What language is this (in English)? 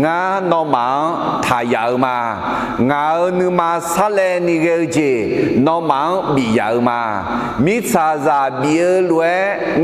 Akha